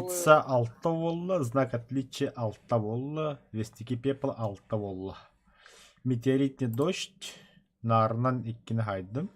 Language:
Yakut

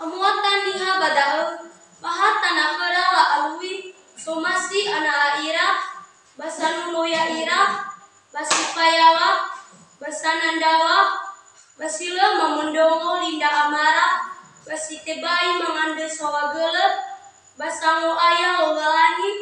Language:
Nias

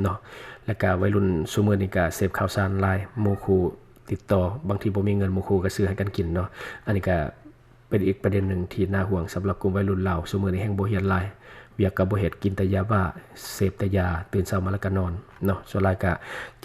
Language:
Lao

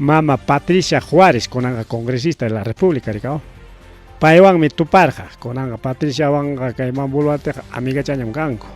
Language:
Ayacucho Quechua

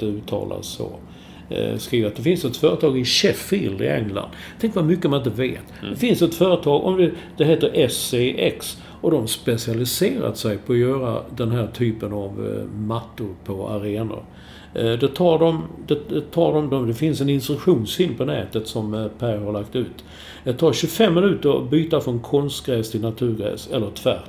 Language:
Swedish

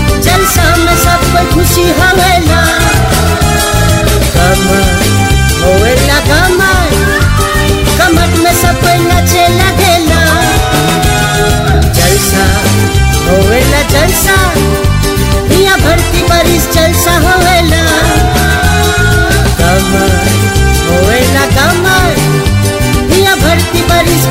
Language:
Bhojpuri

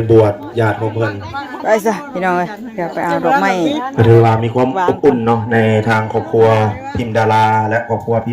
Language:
Northeastern Thai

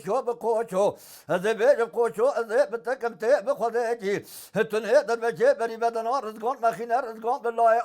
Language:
Kurdish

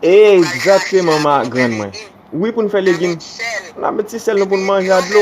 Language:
Haitian Creole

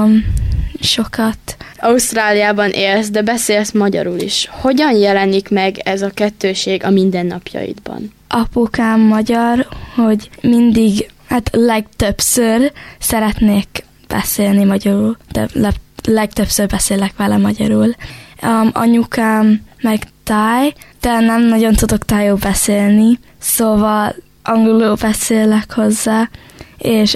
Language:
Hungarian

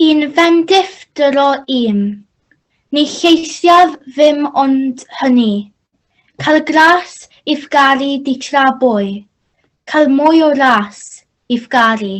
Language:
Welsh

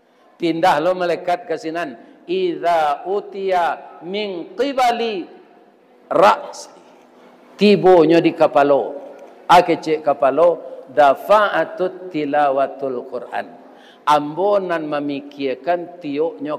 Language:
Minangkabau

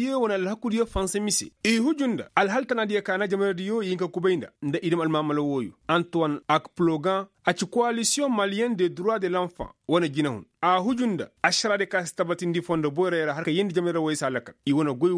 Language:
Koyraboro Senni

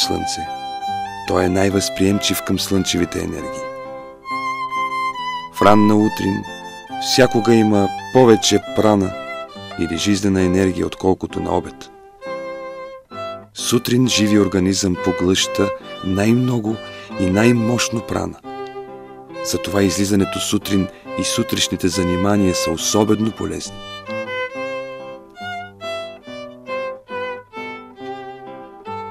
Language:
Bulgarian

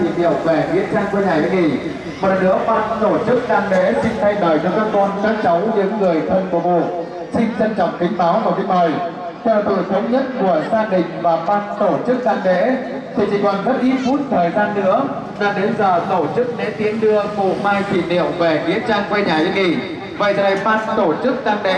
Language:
Vietnamese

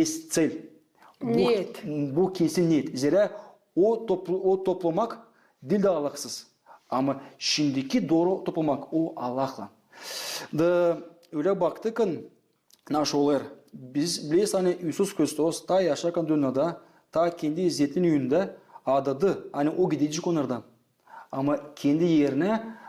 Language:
Gagauz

